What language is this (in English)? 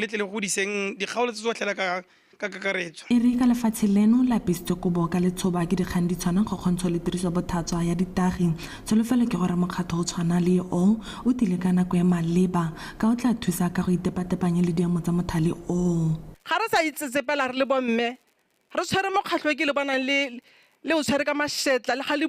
Tswana